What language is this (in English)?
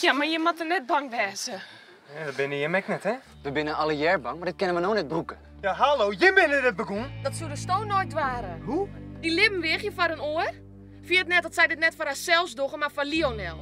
Western Frisian